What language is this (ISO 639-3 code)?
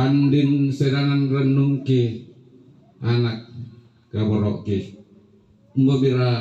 sda